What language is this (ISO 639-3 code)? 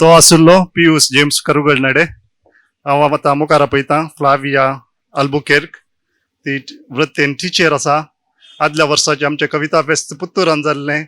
kok